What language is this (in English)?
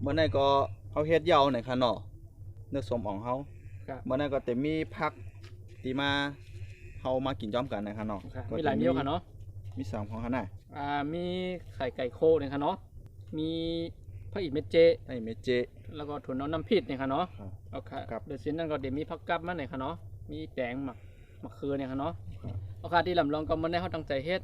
Shan